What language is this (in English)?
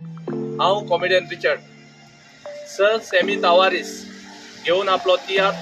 Konkani